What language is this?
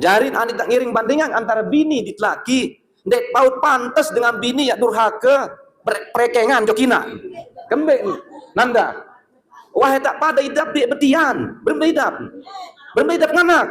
Sasak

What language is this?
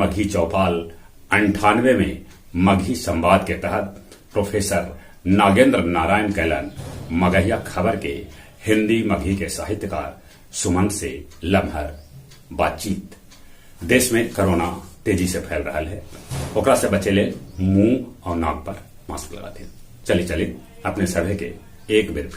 Magahi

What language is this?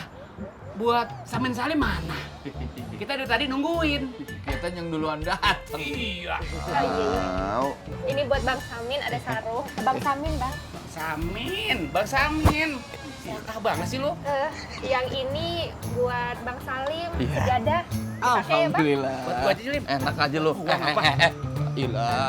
Betawi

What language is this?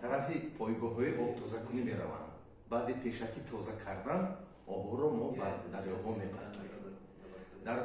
Tajik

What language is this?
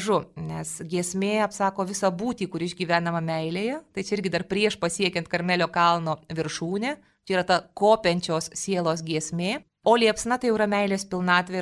Lithuanian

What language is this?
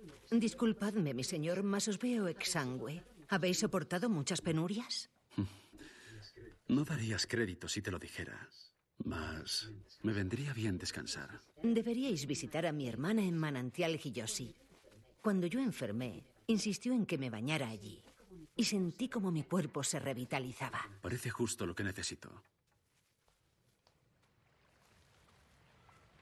Spanish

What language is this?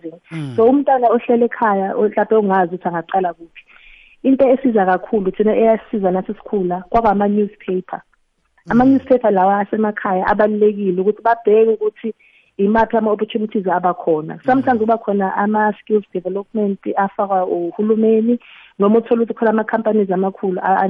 South Ndebele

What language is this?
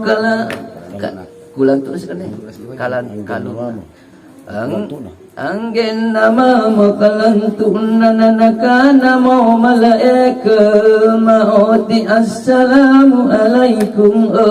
Makasar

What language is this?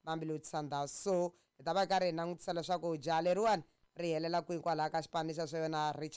Tsonga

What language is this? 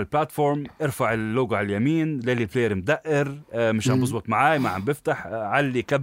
North Levantine Arabic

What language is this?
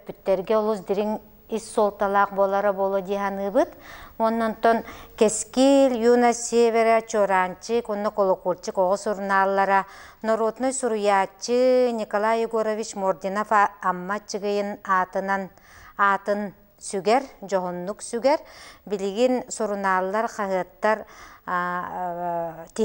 Yakut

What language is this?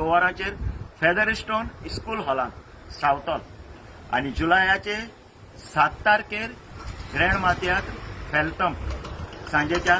Konkani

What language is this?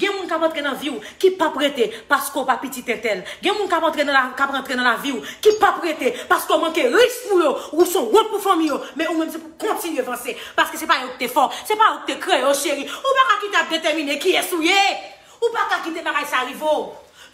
Haitian Creole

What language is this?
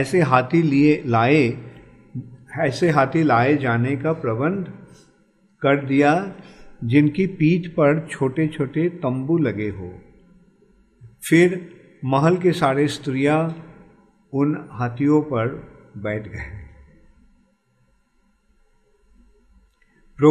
Hindi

